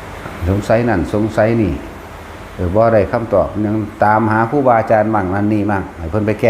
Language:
Northeastern Thai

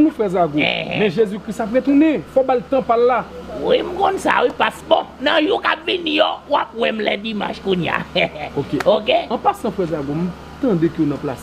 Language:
Haitian Creole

